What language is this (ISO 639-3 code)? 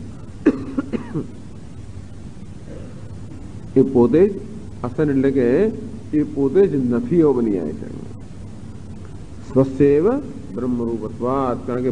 guj